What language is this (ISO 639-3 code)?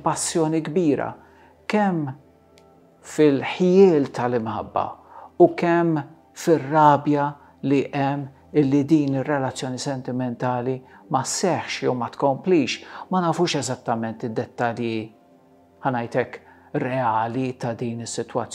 mlt